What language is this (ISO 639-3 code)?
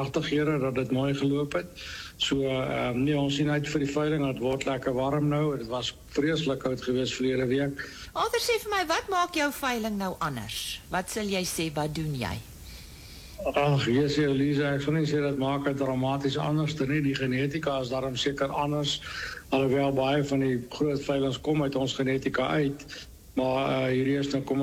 afr